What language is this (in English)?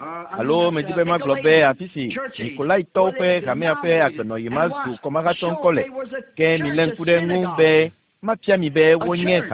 Ewe